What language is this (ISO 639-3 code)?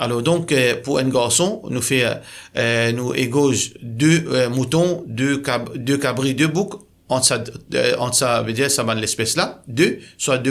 mfe